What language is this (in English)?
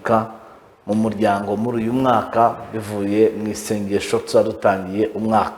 Kinyarwanda